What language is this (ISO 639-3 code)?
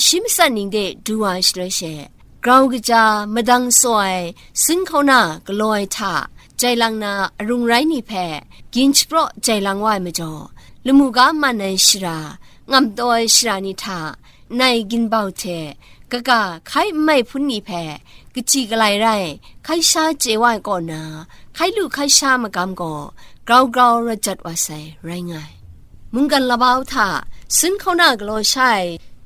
kac